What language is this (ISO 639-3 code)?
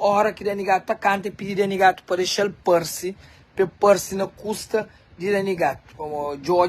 kea